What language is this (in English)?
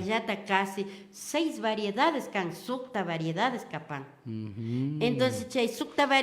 Imbabura Highland Quichua